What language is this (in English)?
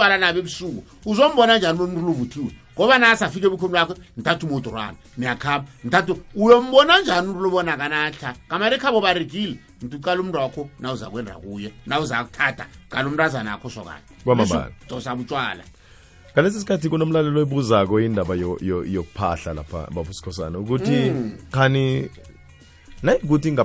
South Ndebele